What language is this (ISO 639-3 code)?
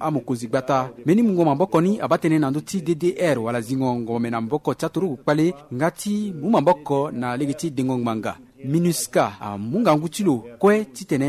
sag